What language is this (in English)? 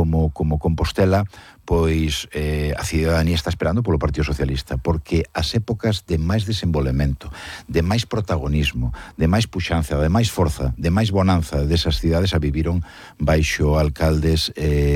Galician